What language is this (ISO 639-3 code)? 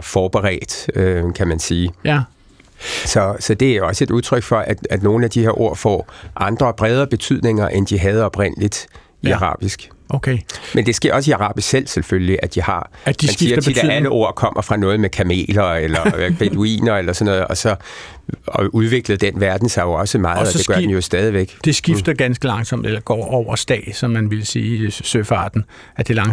dan